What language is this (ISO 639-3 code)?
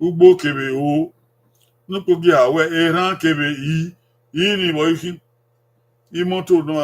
bin